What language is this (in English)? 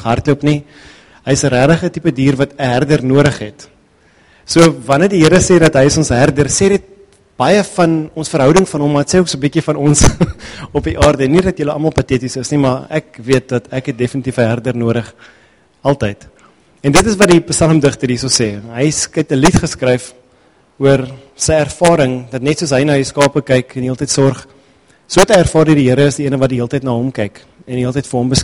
Afrikaans